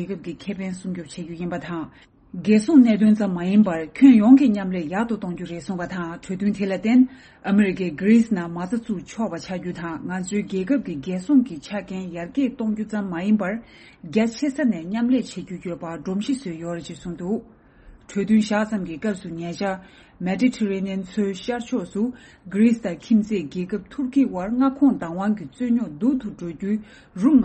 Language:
Tibetan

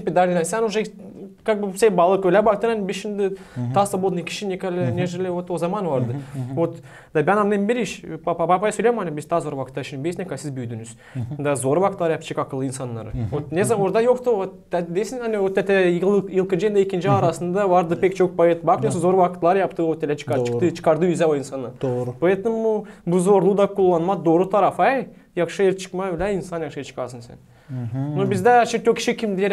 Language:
Gagauz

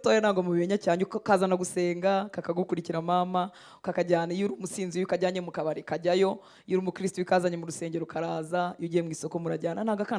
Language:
Kinyarwanda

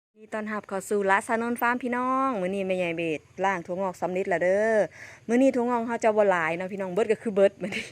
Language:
Northeastern Thai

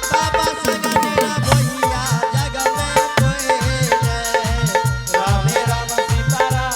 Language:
Angika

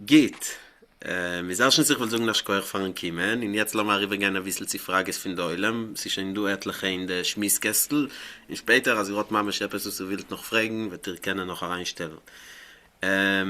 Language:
Yiddish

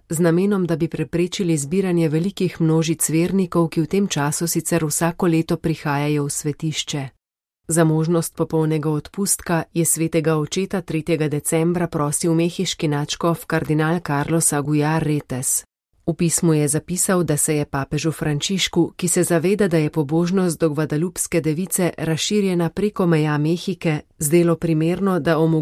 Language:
Slovenian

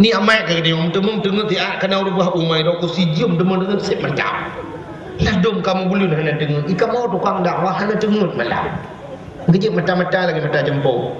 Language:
Achinese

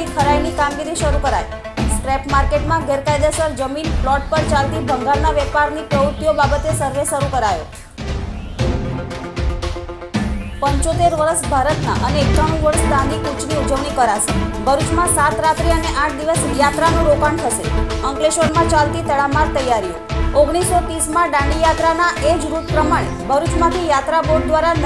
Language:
Gujarati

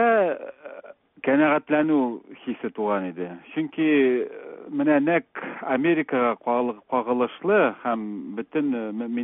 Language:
Tatar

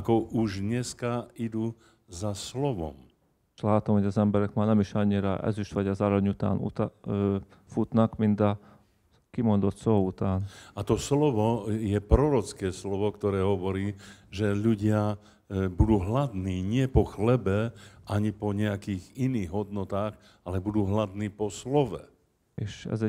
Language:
Slovak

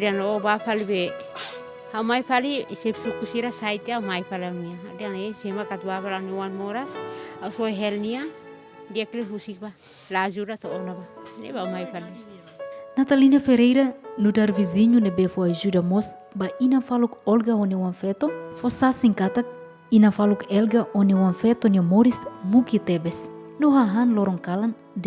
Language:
Tetum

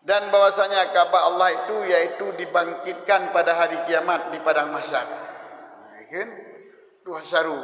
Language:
Achinese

